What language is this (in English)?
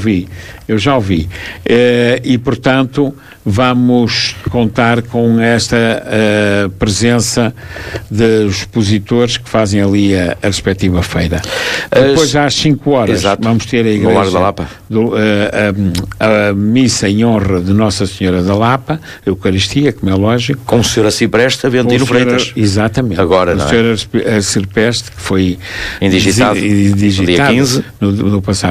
Portuguese